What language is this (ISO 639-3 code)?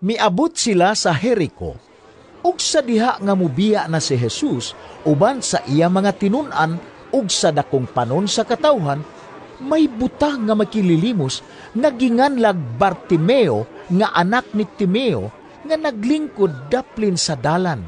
ceb